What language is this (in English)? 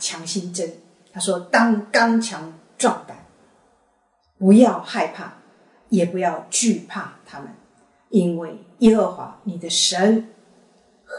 Chinese